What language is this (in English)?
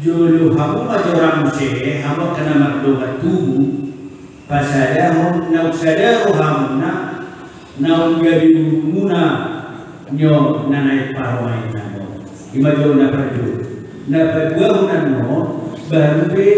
Batak Toba